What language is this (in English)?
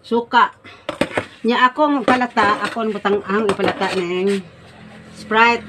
Cebuano